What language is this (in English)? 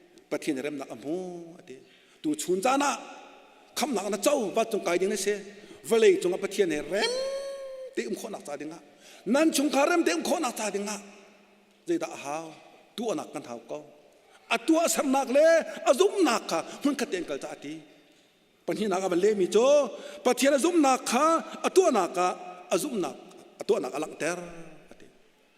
Hakha Chin